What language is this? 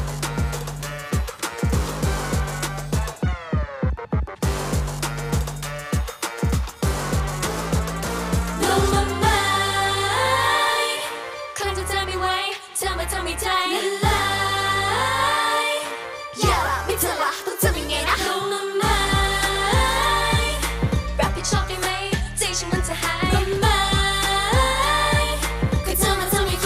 Thai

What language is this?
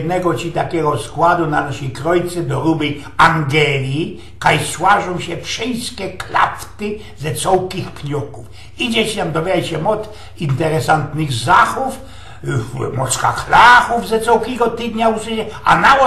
Silesian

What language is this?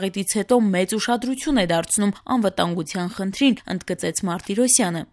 Armenian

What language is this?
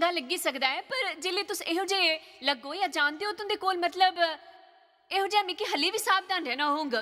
Dogri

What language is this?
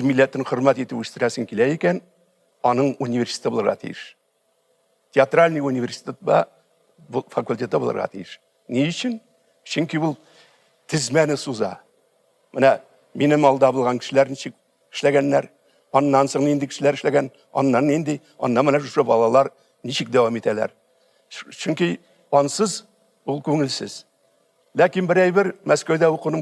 Tatar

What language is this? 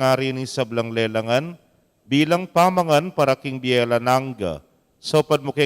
Pampanga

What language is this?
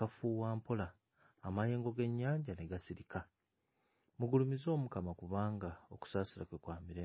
Ganda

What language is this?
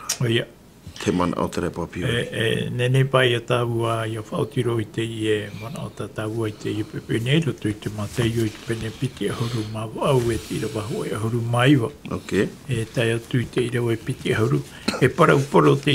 Tahitian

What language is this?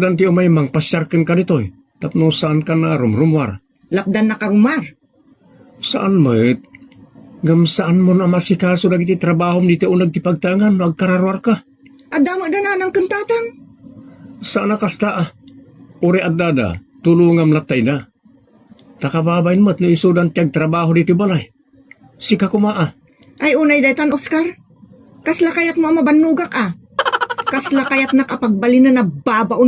Iloko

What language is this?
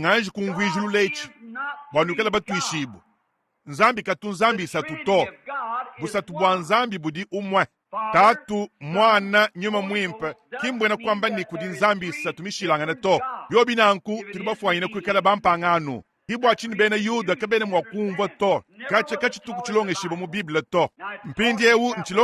Luba-Lulua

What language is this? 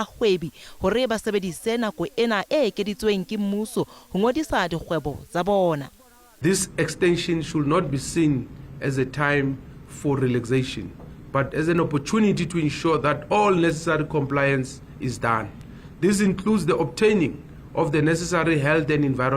Southern Sotho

